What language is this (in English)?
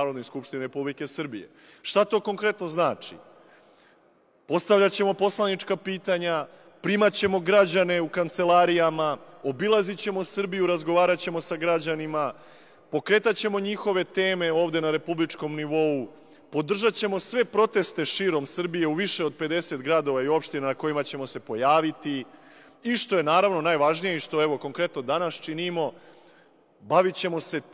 Serbian